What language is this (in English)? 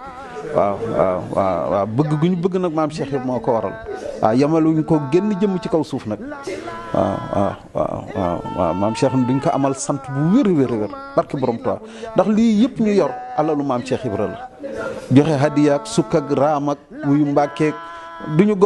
Wolof